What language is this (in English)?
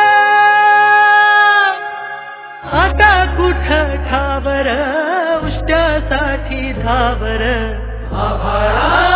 Marathi